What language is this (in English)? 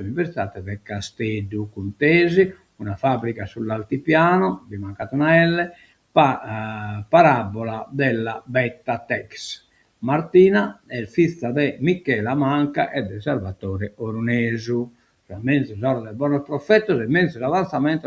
Sardinian